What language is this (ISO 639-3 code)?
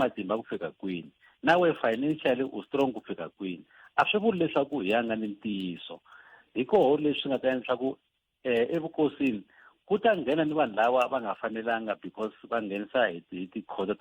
tso